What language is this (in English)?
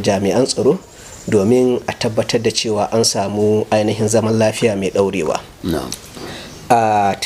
Hausa